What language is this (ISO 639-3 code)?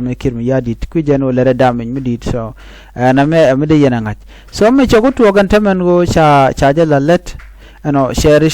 nus